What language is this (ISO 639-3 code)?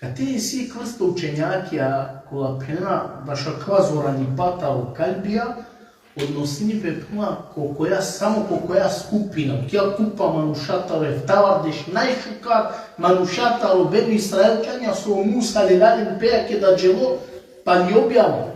rmn